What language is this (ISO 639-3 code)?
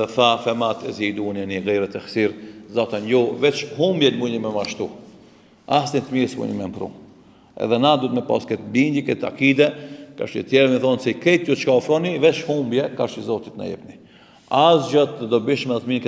sqi